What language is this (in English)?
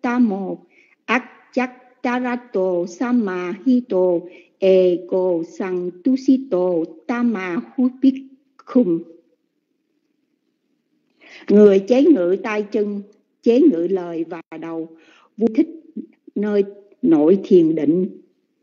Vietnamese